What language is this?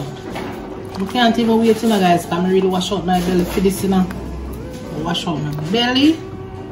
Jamaican Creole English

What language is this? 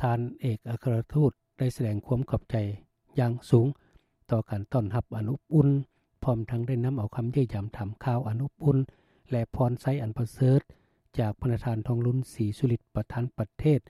Lao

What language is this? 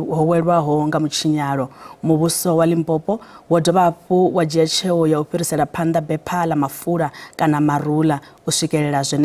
Venda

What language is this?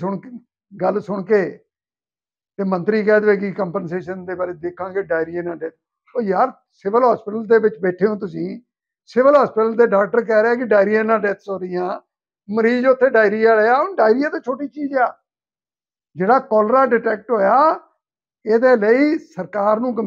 Punjabi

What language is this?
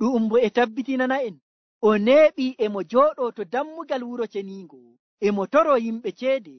Nigerian Fulfulde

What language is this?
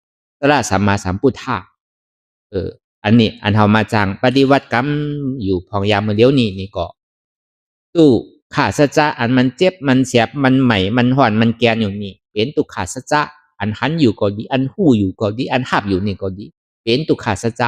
Shan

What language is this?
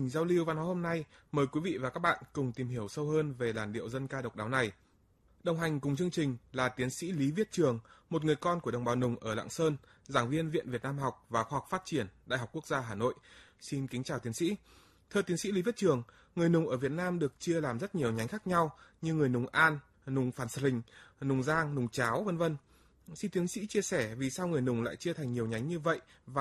Vietnamese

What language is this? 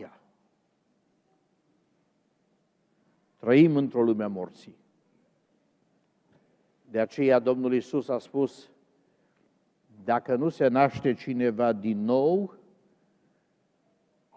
Romanian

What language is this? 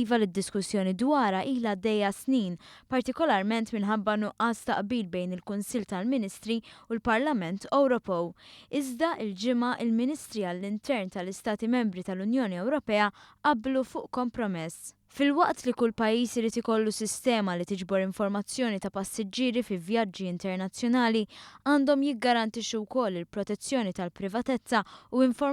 Maltese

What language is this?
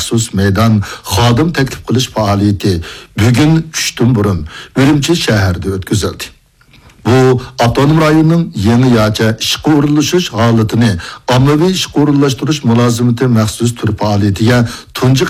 Uyghur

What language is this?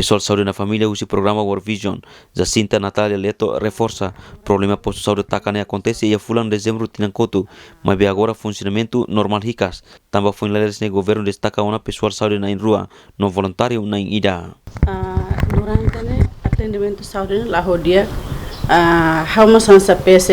Tetum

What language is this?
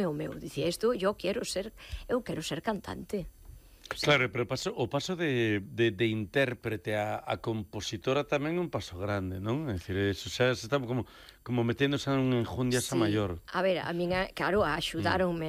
Galician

